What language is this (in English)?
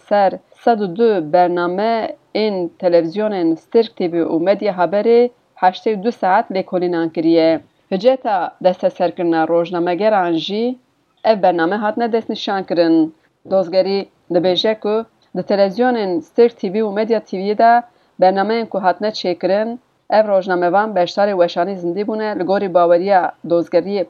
Kurdish